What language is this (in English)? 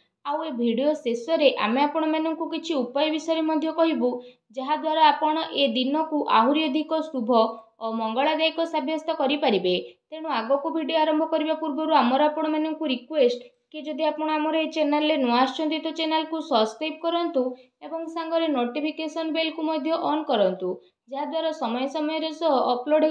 Odia